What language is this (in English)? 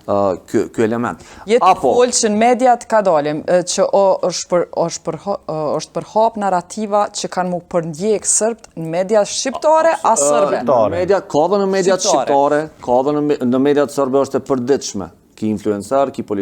Albanian